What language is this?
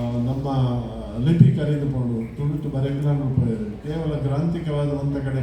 Tulu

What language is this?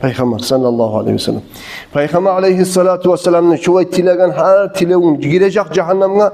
Kumyk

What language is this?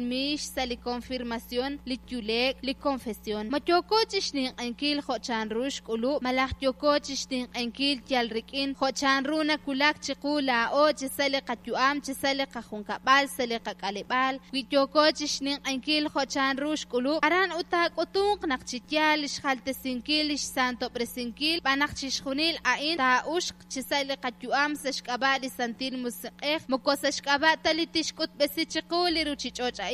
Kekchí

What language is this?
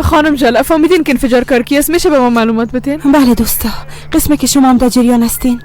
Persian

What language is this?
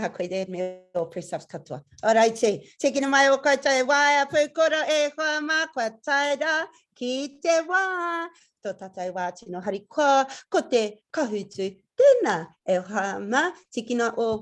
Māori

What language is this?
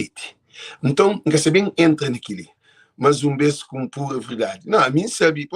Kabuverdianu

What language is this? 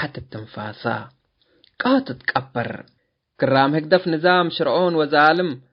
Tigre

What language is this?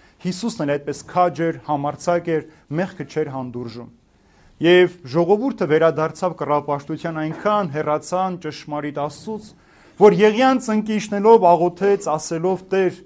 Armenian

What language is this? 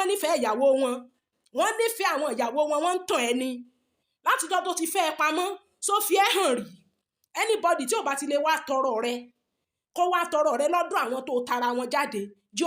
Yoruba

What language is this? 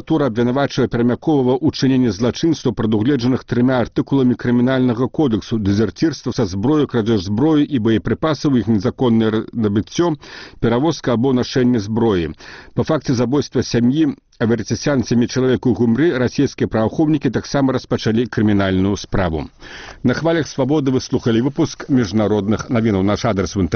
Belarusian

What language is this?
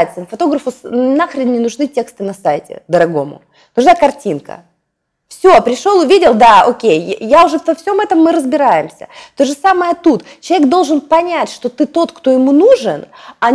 Russian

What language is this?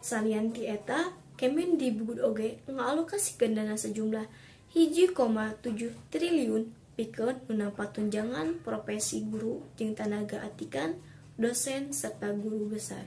Sundanese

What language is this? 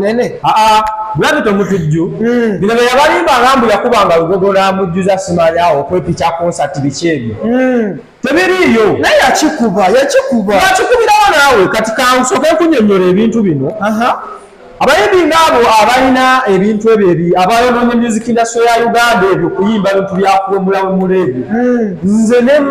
Ganda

